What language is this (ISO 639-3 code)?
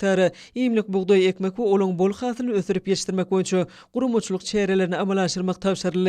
tuk